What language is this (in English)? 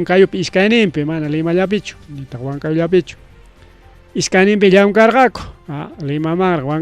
Ayacucho Quechua